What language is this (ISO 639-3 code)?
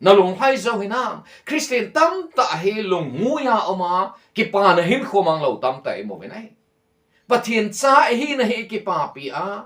tcz